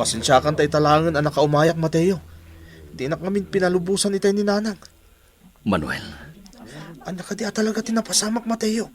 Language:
Iloko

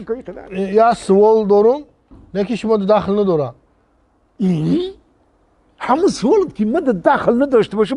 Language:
Tajik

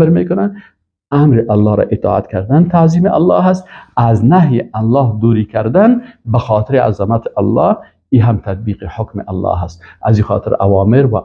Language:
Persian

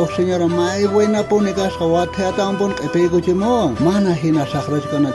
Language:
South Bolivian Quechua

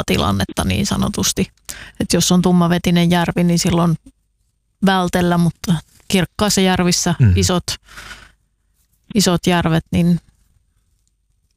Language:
Finnish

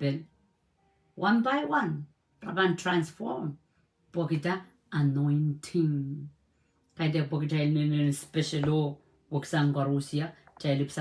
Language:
Pohnpeian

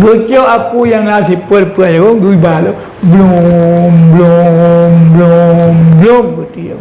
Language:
Achinese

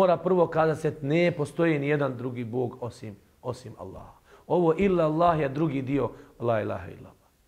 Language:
Bosnian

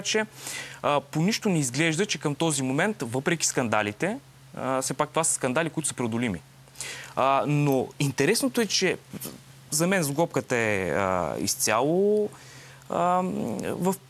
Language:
Bulgarian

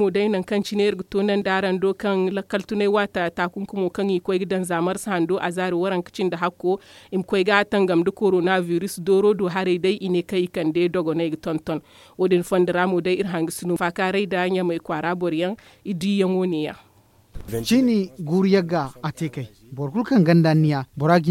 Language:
Zarma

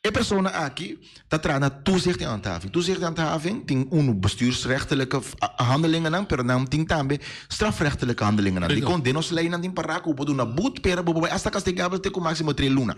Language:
Papiamento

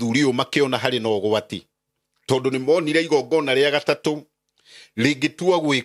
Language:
Kikuyu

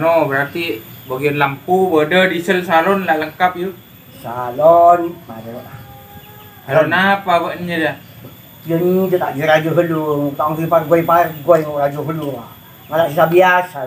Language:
Madurese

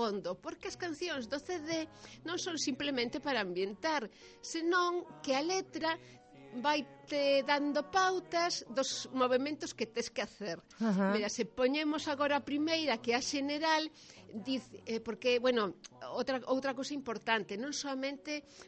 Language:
Galician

